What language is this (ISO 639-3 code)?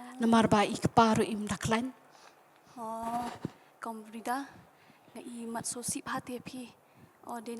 kha